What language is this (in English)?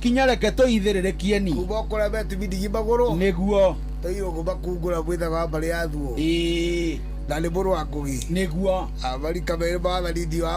Kikuyu